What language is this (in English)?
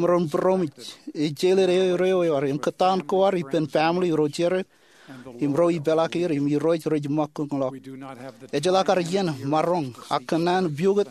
Marshallese